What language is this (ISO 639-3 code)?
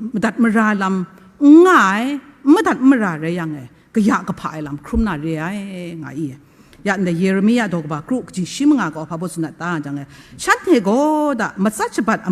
kac